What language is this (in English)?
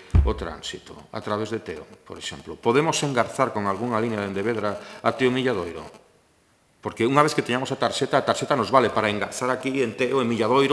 Galician